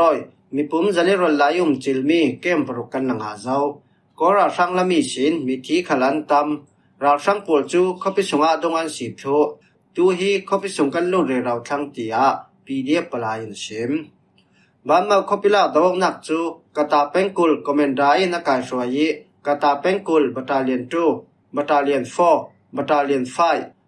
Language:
Falam Chin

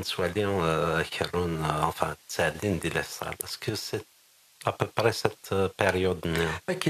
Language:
Kabyle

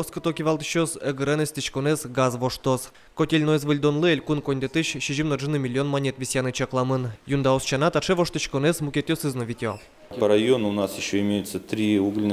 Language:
Udmurt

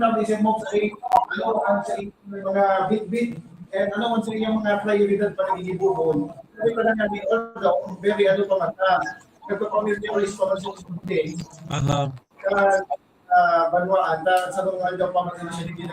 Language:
Bikol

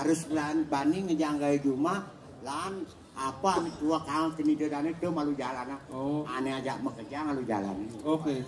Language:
Balinese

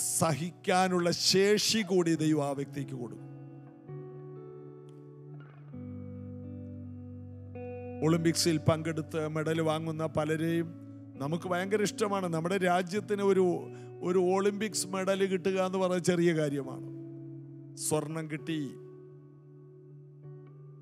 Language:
Malayalam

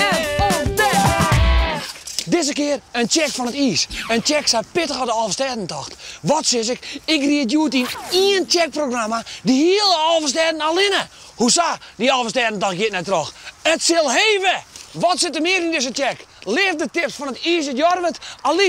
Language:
Western Frisian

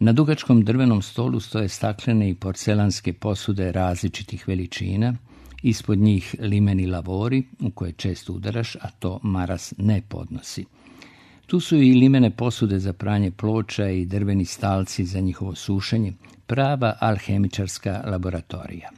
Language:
Serbian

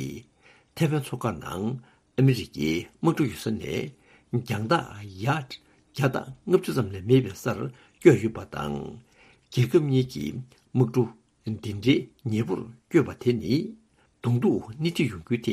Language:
Tibetan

